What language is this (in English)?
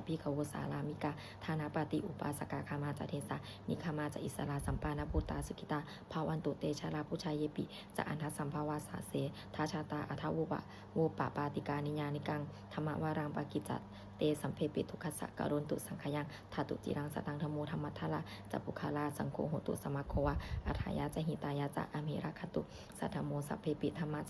Pali